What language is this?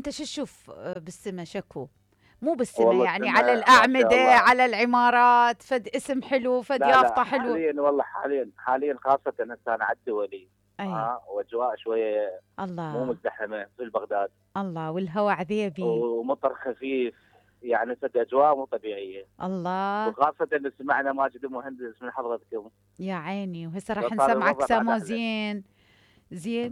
Mesopotamian Arabic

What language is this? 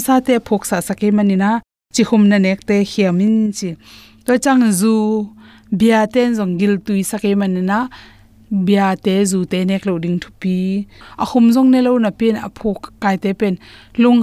Tedim Chin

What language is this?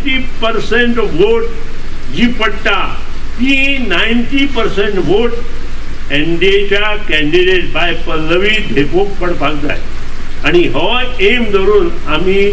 Konkani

